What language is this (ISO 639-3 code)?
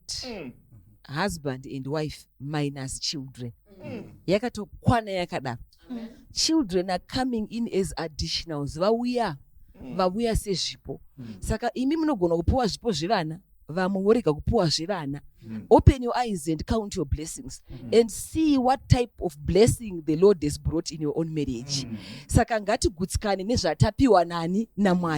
sna